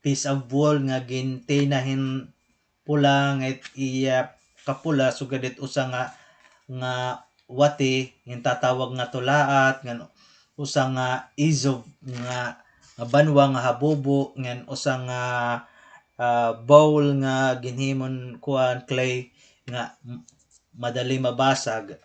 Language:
Waray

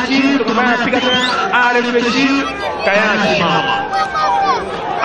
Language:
Swahili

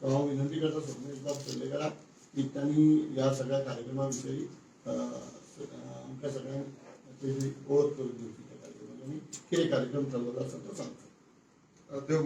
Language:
Konkani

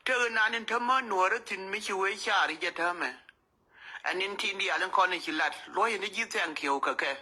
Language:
Nuer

